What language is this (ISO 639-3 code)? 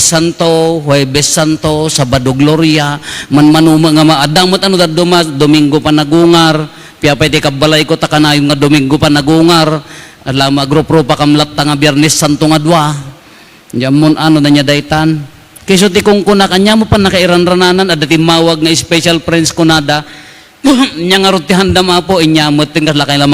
ilo